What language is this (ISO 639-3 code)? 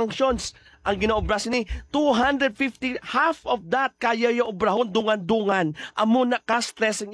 hil